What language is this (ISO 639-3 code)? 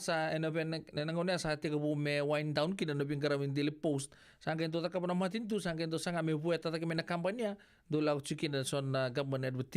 fij